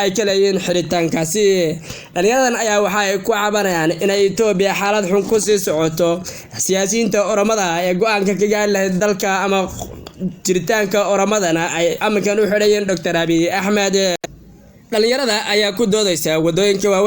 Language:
Somali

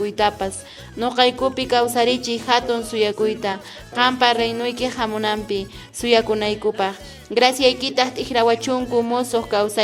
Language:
Quechua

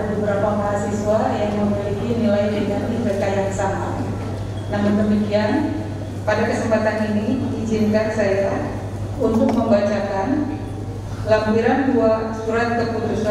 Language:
Indonesian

